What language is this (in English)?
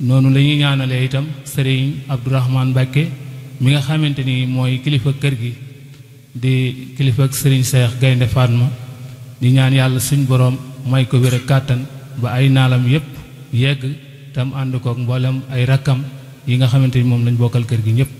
Wolof